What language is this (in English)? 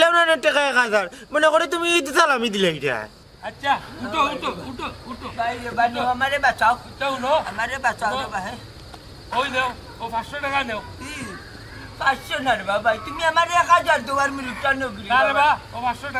Sylheti